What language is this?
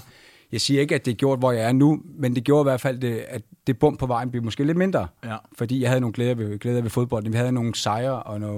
Danish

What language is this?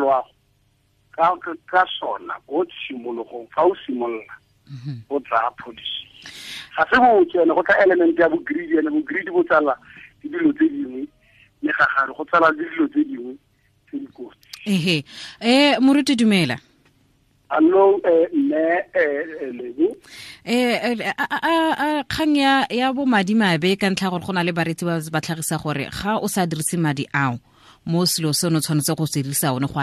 Tswana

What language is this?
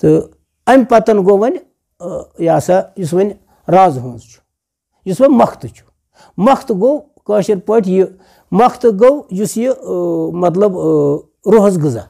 Kashmiri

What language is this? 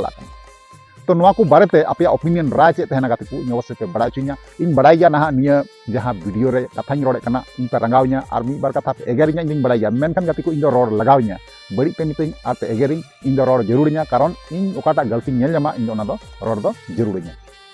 Santali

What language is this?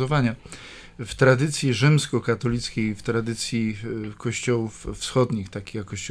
Polish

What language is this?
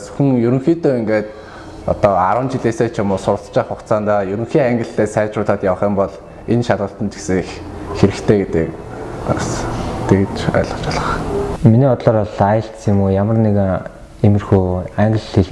Mongolian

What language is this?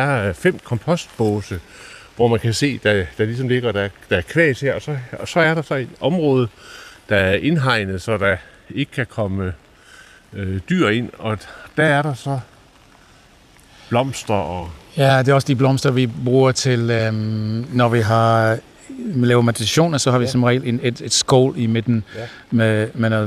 Danish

